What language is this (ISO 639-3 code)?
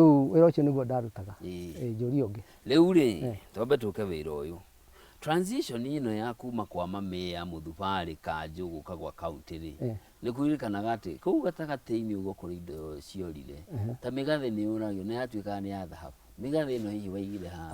kik